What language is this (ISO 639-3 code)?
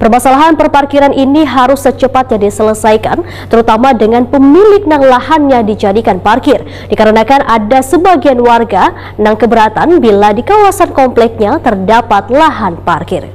bjn